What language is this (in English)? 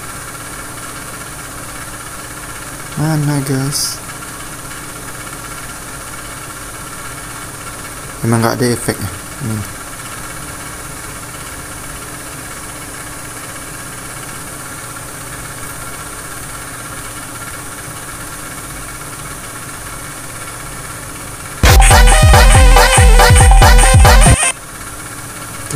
Indonesian